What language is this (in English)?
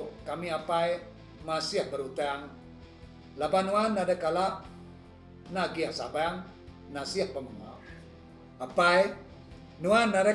Iban